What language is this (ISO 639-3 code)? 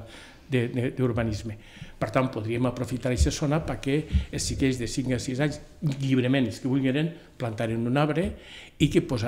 cat